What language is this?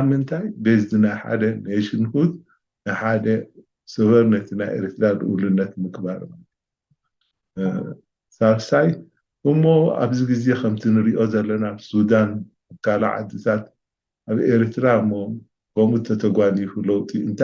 Tigrinya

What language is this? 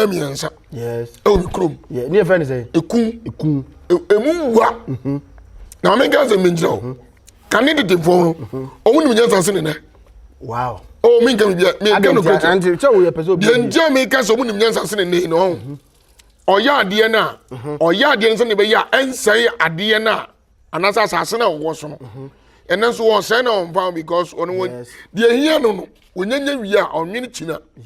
Akan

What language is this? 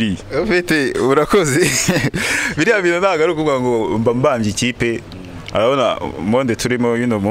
Kinyarwanda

